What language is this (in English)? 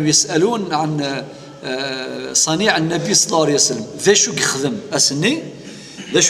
Kabyle